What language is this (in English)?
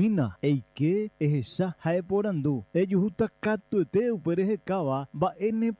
Guarani